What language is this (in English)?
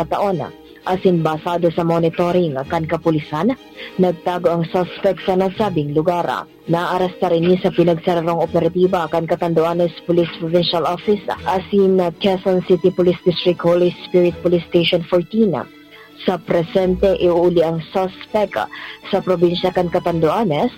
Bikol